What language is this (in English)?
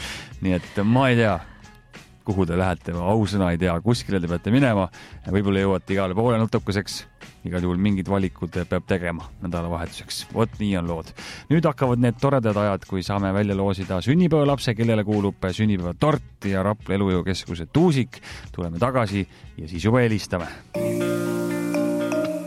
Estonian